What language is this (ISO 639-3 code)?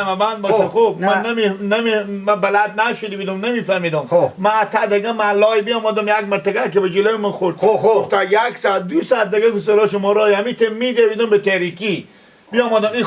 fas